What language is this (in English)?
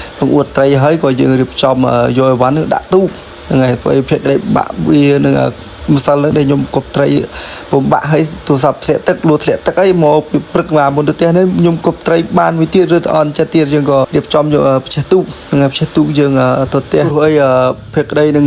Khmer